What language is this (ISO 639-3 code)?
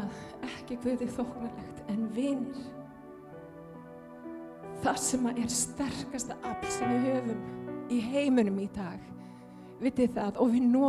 isl